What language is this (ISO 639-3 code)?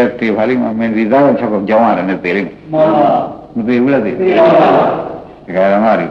mya